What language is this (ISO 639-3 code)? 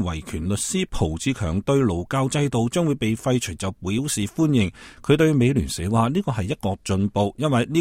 yue